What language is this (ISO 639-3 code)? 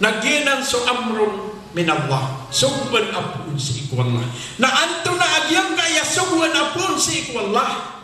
mrw